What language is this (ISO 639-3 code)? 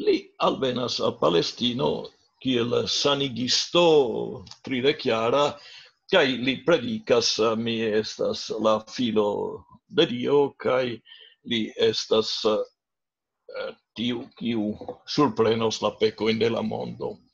epo